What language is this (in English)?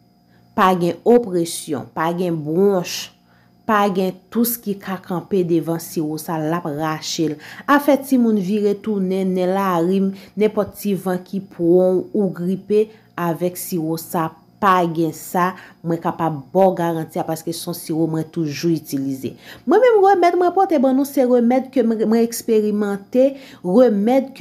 Haitian Creole